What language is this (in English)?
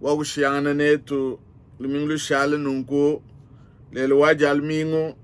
Luba-Lulua